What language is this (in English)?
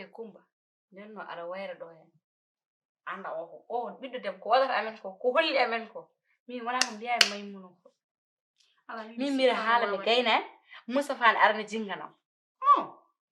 Fula